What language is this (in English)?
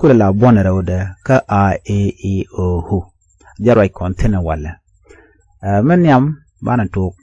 Nuer